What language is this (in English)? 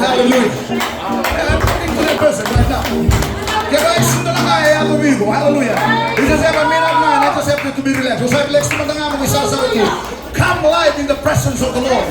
Fijian